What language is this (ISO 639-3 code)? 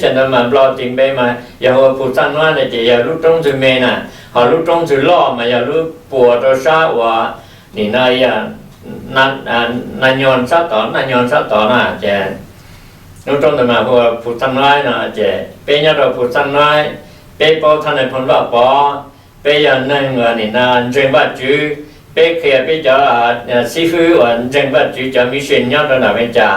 hmn